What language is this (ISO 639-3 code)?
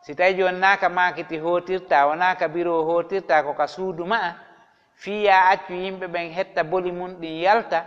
ful